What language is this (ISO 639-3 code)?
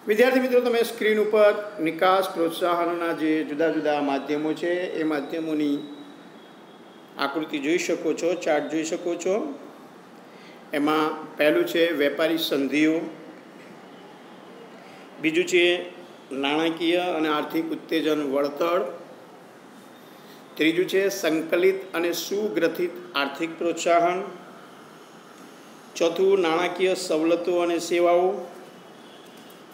guj